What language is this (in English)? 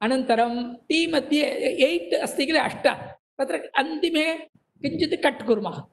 Sanskrit